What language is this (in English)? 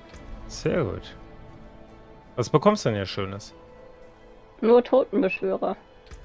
German